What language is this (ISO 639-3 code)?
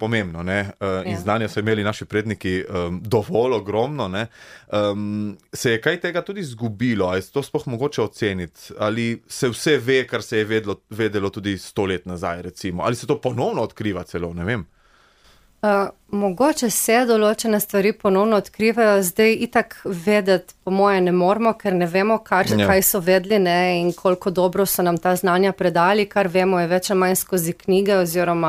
slv